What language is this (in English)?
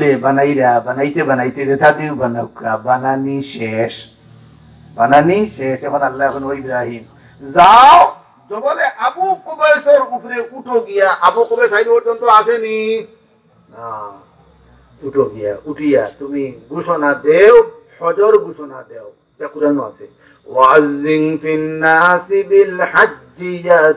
Sylheti